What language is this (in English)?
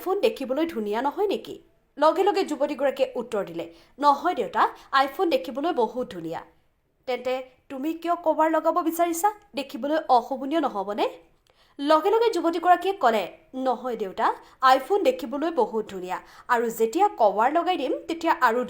Assamese